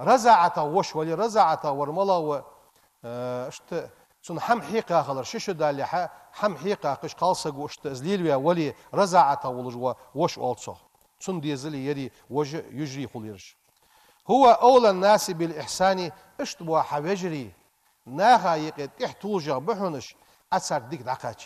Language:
Ingush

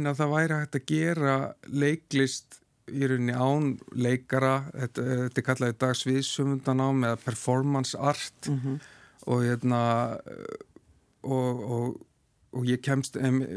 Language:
Icelandic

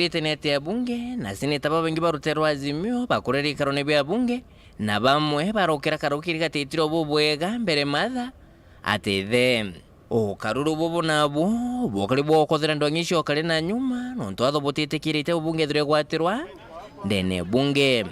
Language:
Meru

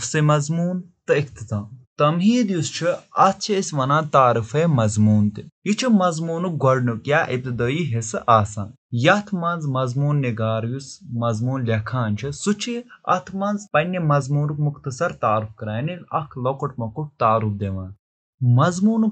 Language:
Kashmiri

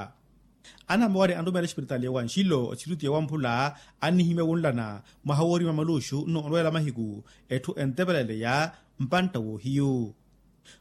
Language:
Makhuwa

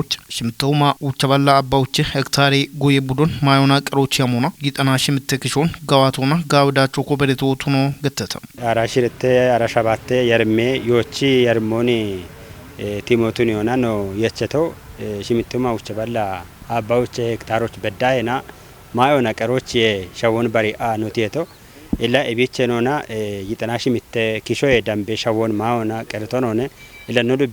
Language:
Kafa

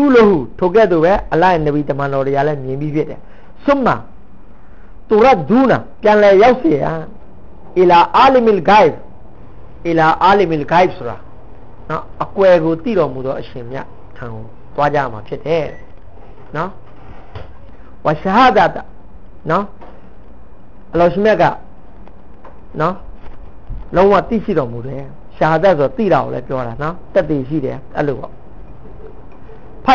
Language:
Burmese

